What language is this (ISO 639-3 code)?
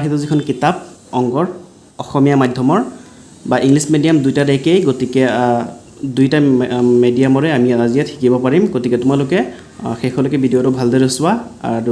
asm